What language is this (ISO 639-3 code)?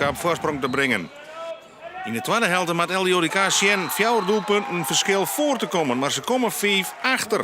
fry